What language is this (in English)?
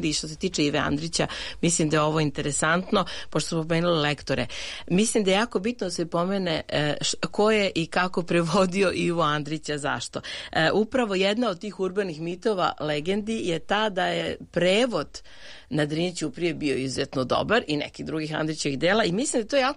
Serbian